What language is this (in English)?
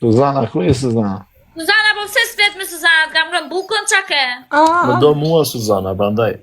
Albanian